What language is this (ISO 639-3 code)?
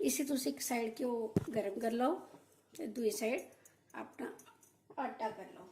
doi